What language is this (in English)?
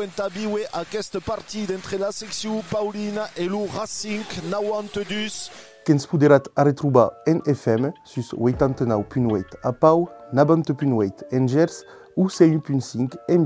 Occitan